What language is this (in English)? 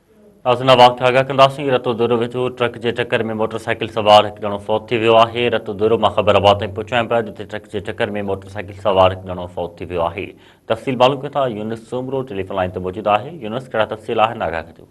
Sindhi